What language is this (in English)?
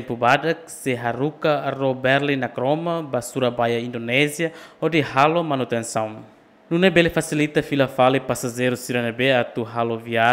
Tetum